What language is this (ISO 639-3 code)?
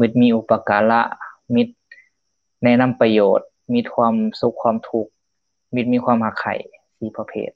lao